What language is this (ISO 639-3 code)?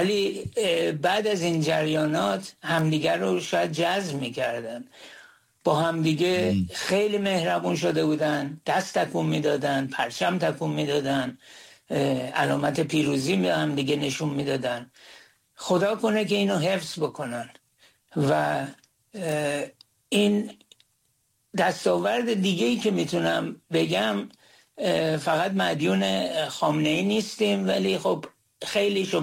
fas